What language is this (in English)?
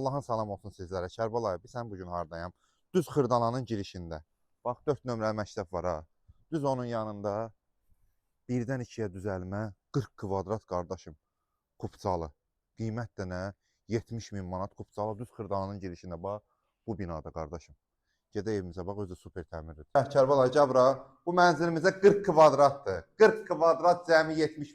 Azerbaijani